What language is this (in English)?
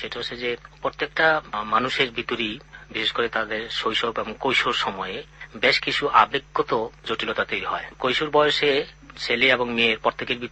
Bangla